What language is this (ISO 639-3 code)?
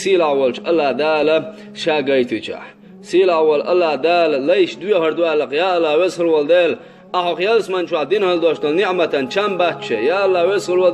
che